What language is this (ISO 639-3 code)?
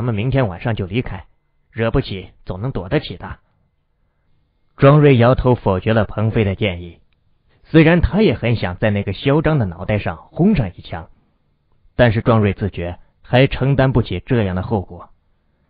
zho